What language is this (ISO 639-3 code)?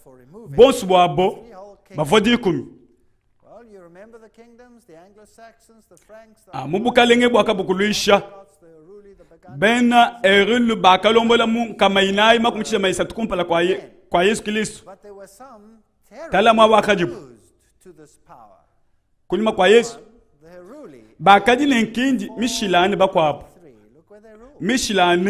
lua